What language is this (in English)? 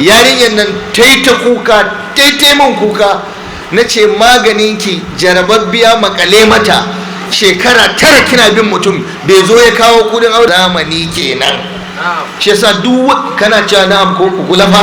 Hausa